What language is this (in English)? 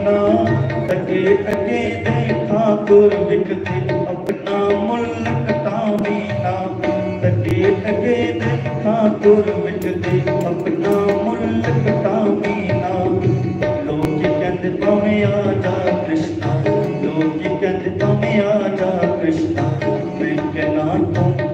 Dogri